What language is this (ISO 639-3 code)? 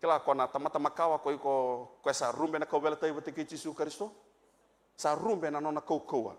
fij